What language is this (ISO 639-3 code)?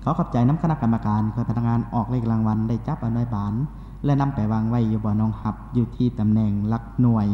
lao